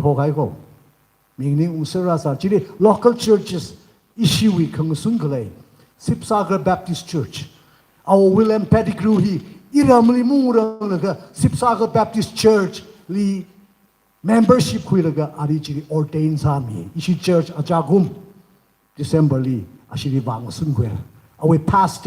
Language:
Tangkhul Naga (India)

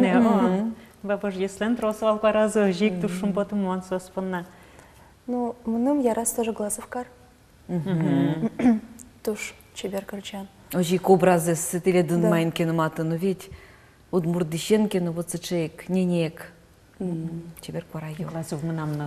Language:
Udmurt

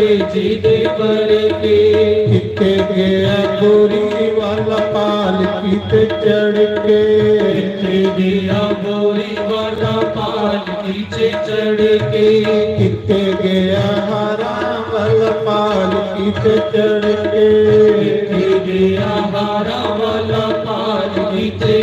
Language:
Dogri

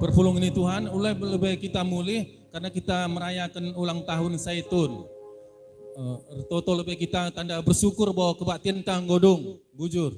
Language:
Batak Karo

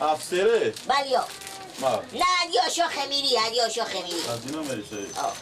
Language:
Persian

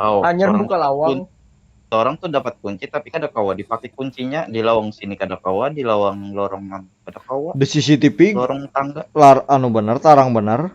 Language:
Banjar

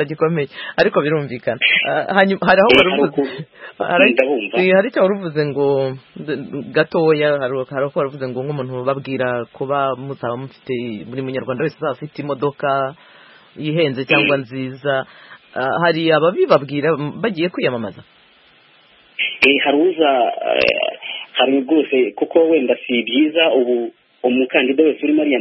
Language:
Kinyarwanda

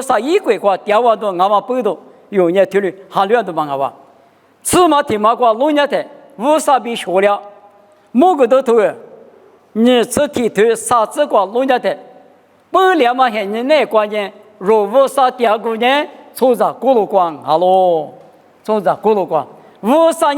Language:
Lisu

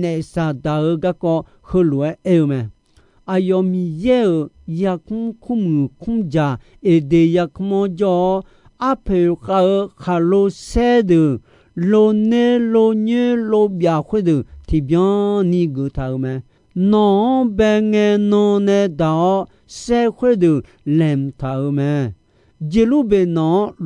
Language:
Akha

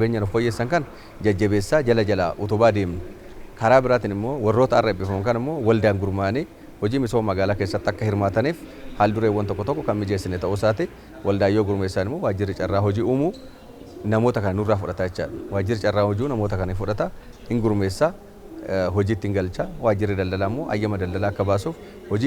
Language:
Oromo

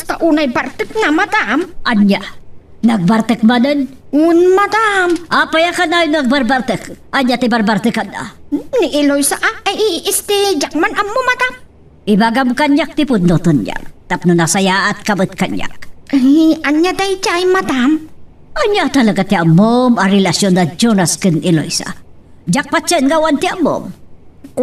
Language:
Iloko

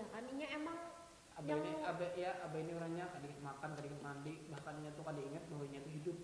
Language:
Banjar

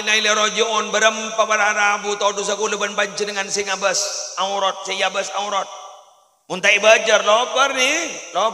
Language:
Madurese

